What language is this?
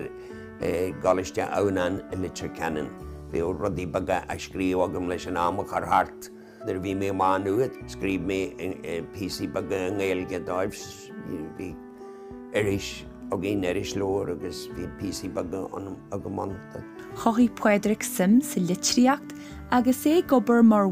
Irish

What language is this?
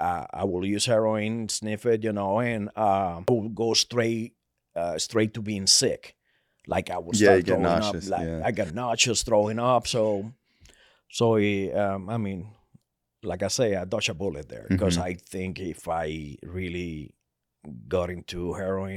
English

